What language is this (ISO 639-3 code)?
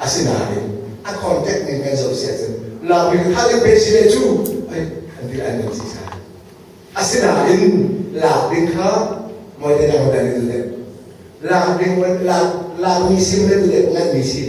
cnh